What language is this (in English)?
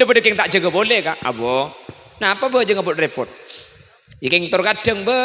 Madurese